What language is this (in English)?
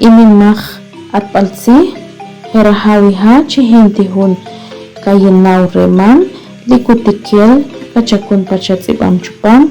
Achi